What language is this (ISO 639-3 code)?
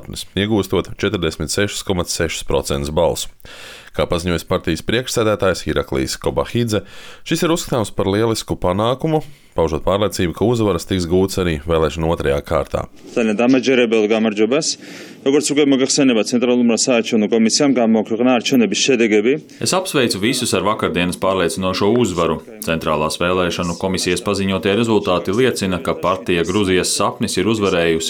lav